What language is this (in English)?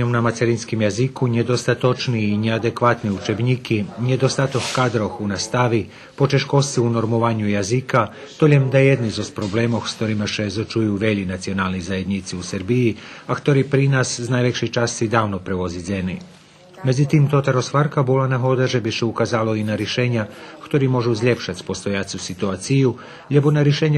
Rusyn